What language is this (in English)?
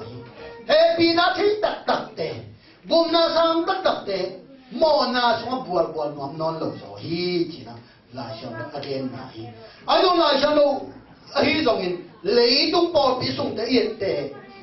Tedim Chin